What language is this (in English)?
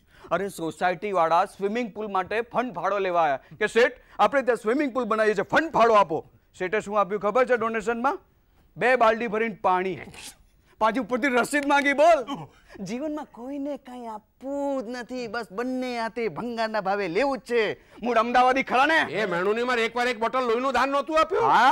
Gujarati